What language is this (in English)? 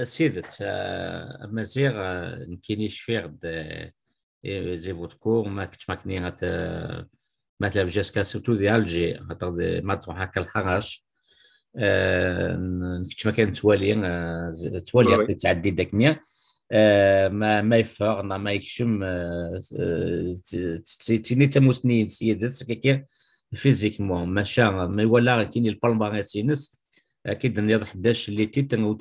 Kabyle